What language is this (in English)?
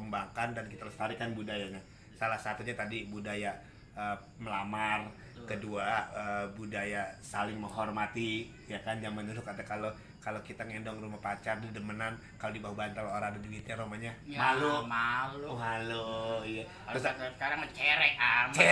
Betawi